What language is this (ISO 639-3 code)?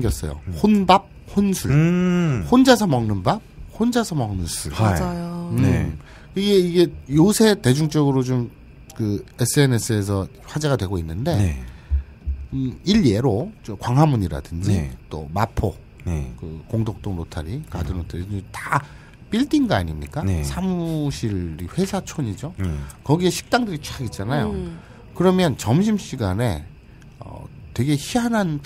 kor